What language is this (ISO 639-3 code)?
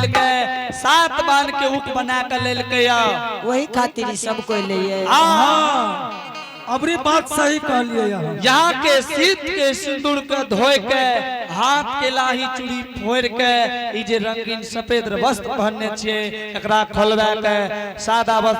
anp